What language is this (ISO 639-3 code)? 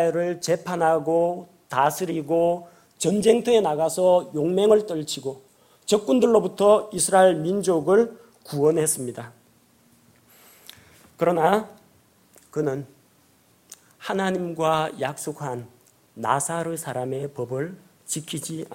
kor